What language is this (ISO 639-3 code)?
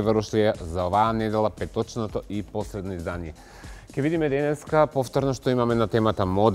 mkd